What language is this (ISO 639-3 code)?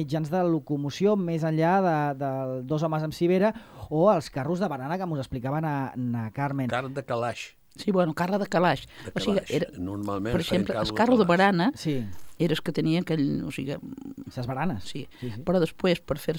cat